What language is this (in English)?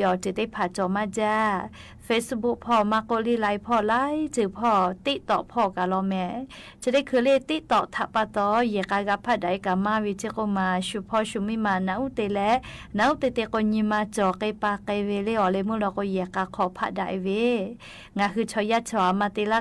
Lahu